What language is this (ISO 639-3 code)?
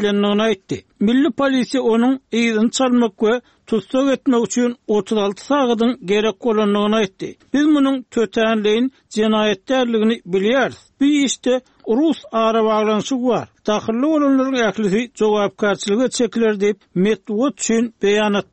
tuk